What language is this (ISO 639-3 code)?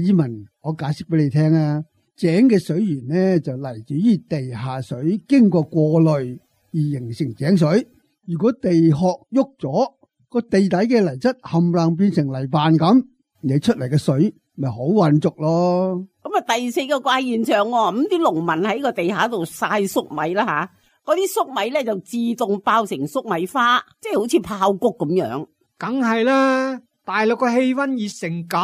yue